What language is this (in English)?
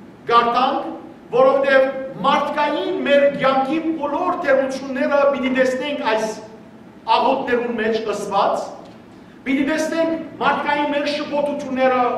Western Armenian